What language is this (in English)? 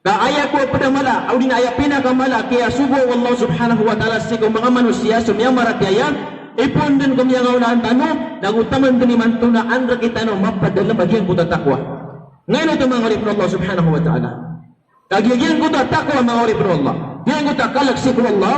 Maranao